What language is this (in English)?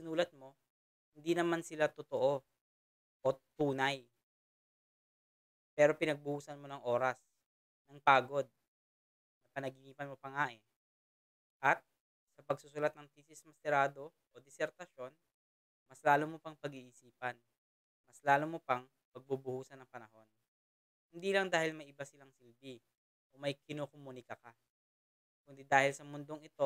Filipino